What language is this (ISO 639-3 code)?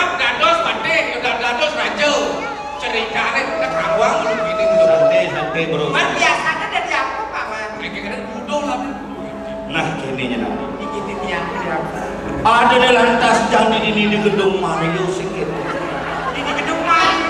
ban